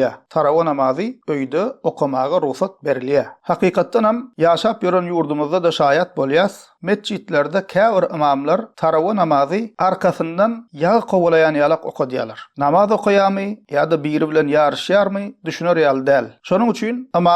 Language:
Turkmen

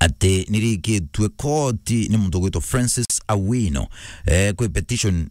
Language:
Meru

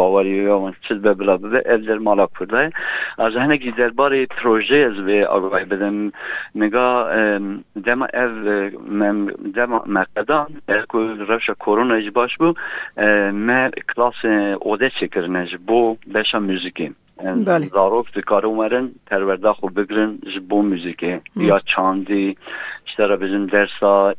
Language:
Kurdish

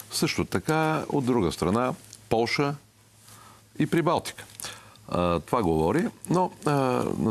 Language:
Bulgarian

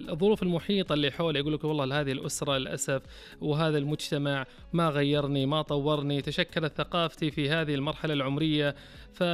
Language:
Najdi Arabic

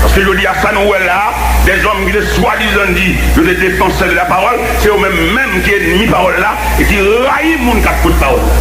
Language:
Haitian Creole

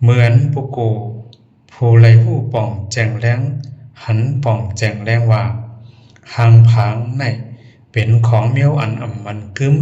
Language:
Shan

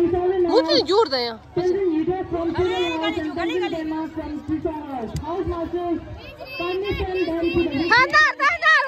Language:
Tibetan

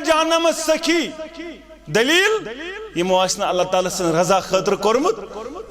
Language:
Kashmiri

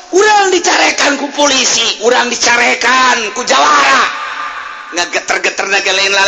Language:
Sundanese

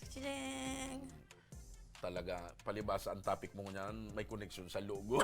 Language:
Bikol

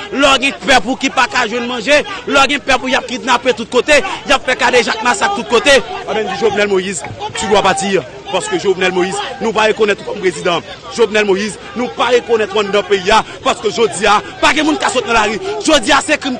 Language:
Haitian Creole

